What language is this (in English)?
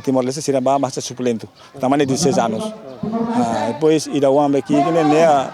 Tetum